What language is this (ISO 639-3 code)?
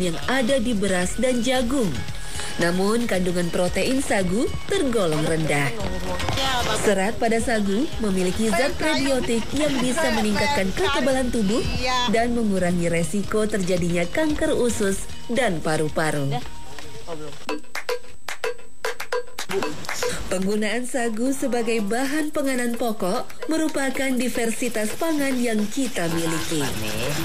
ind